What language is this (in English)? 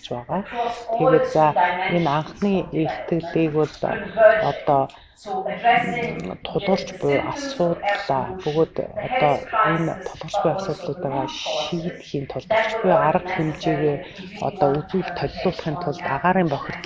Mongolian